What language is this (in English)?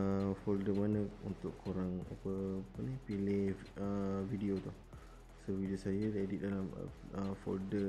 Malay